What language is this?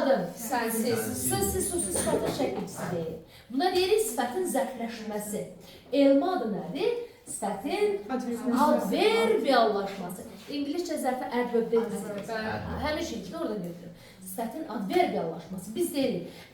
Azerbaijani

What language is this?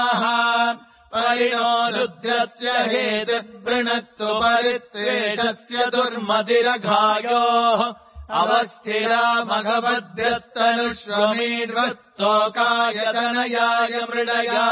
Sanskrit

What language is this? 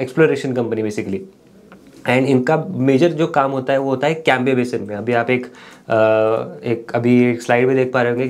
Hindi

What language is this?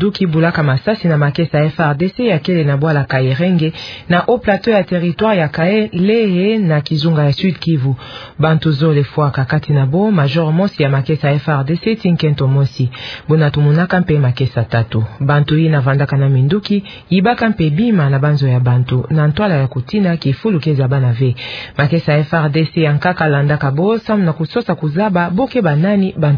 Kituba (Democratic Republic of Congo)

